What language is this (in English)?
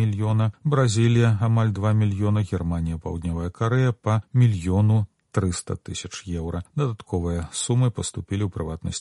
Belarusian